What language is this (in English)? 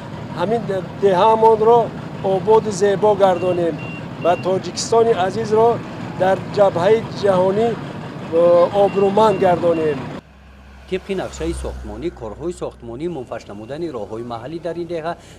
Tajik